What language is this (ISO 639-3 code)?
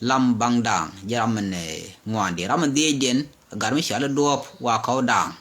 nus